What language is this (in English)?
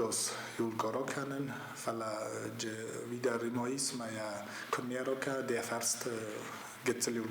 Ossetic